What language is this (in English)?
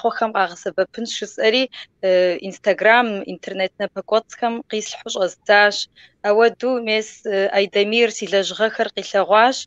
Kabardian